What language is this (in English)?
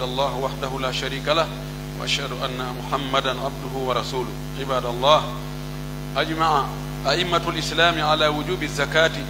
Pular